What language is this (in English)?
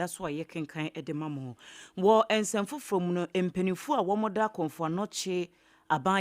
Akan